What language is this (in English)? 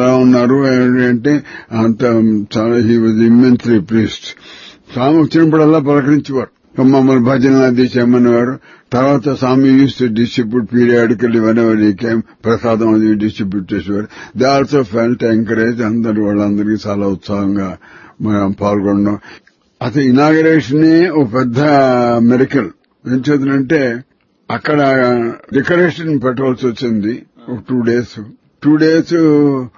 Telugu